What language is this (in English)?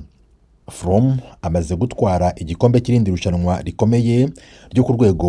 Kinyarwanda